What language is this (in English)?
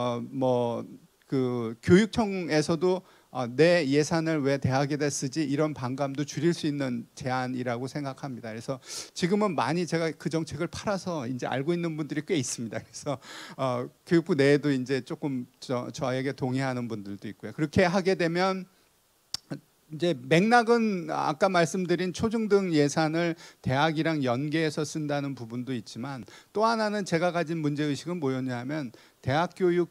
Korean